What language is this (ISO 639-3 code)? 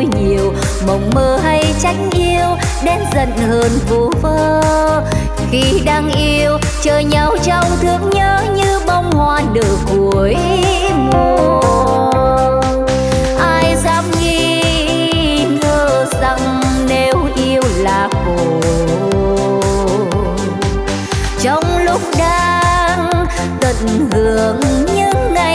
vie